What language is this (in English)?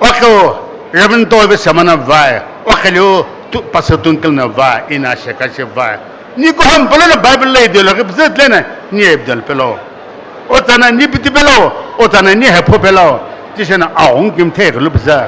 Sumi Naga